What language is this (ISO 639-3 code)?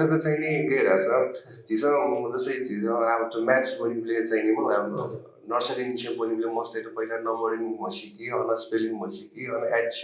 new